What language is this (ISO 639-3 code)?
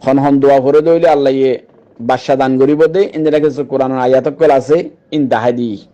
rhg